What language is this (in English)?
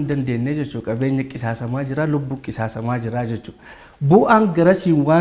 Oromo